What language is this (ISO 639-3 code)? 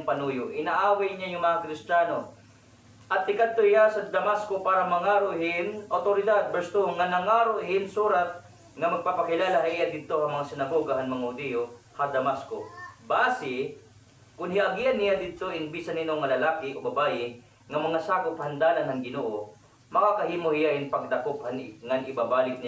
war